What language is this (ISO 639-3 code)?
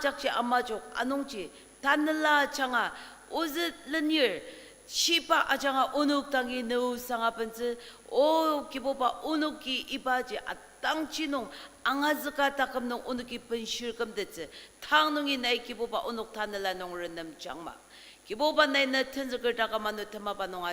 njo